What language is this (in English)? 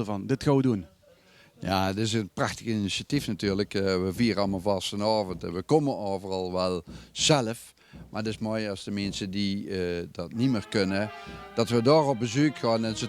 Limburgish